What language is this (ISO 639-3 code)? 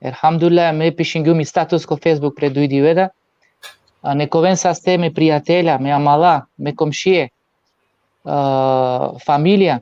rmn